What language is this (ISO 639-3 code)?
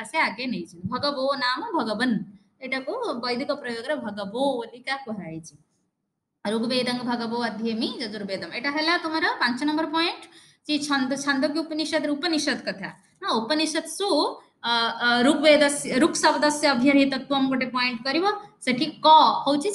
ori